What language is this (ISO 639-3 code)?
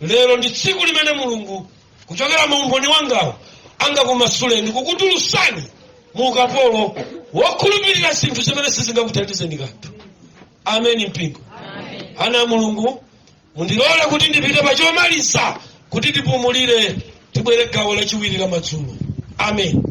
nya